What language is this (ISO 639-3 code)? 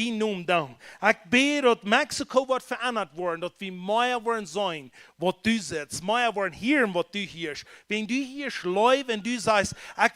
pdt